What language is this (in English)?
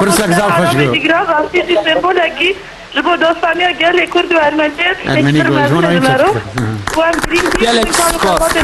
Kurdish